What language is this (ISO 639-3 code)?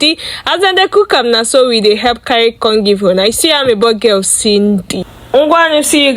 pcm